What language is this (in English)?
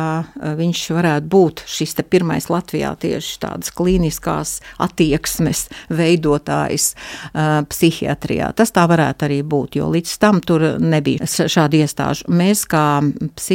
Latvian